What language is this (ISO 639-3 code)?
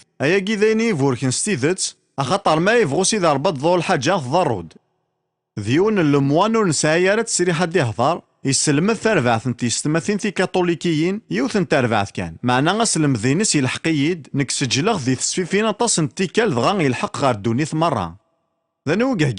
kab